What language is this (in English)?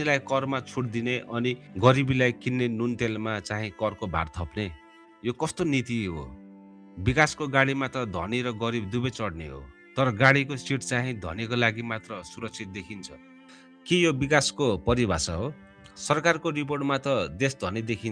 Nepali